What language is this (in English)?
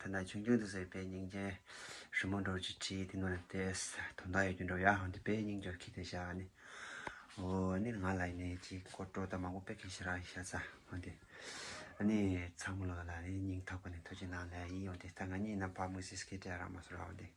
Tibetan